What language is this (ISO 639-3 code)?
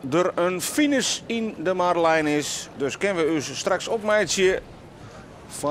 fry